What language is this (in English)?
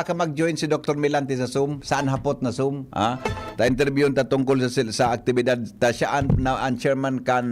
Bikol